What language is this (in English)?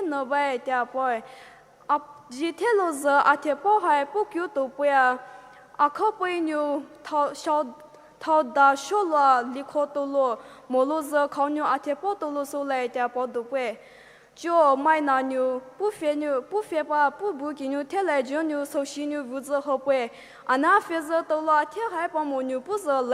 Poumei Naga